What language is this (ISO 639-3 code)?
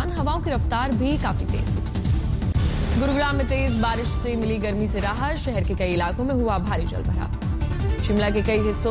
hin